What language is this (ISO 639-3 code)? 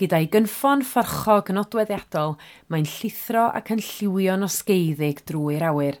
cym